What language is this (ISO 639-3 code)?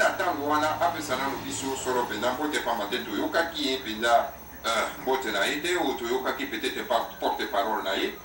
lin